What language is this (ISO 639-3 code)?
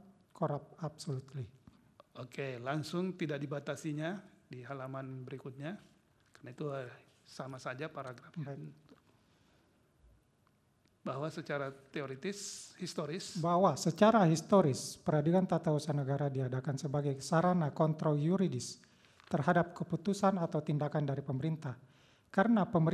ind